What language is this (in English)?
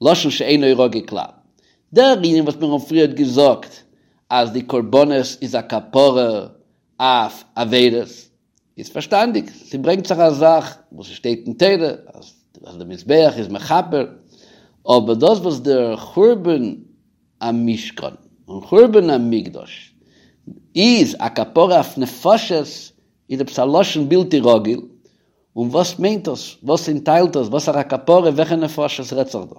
Yiddish